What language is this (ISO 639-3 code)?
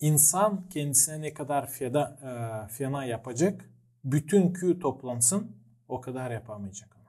gag